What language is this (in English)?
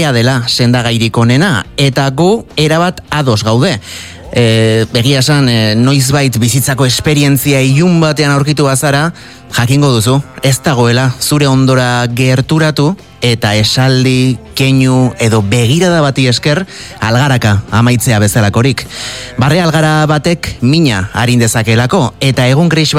Basque